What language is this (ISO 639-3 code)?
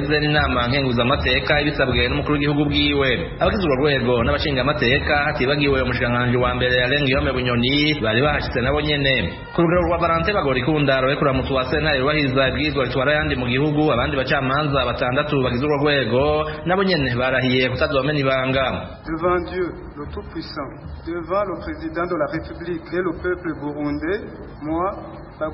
run